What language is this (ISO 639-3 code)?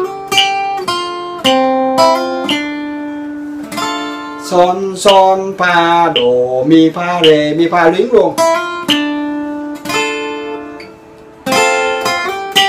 vie